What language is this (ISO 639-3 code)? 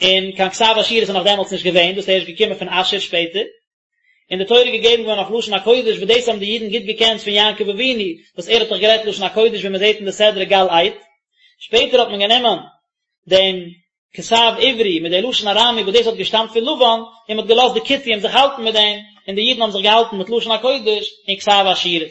yid